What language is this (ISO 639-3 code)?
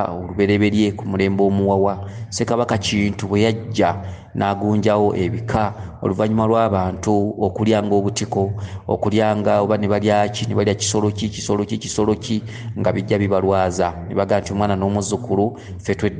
lug